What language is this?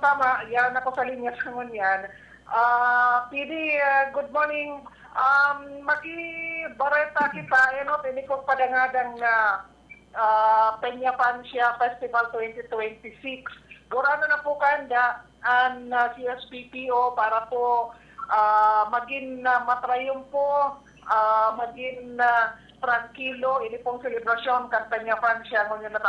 Bikol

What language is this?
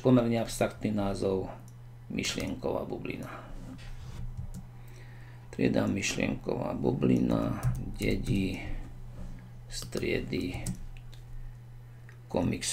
Slovak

